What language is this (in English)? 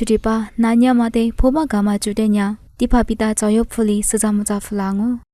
Lisu